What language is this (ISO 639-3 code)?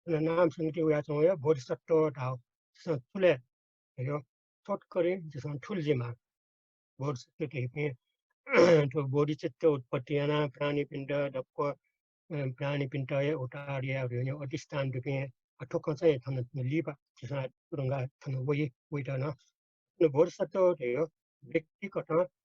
new